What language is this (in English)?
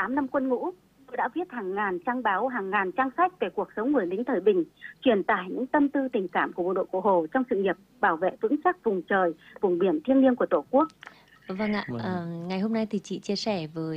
Vietnamese